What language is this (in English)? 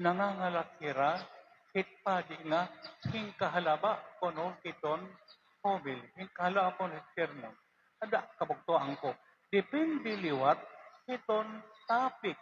Waray